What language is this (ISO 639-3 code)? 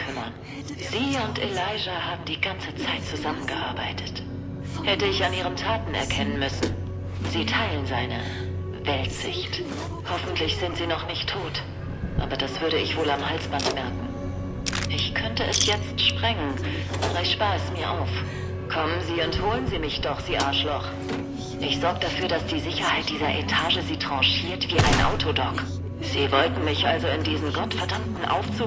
bar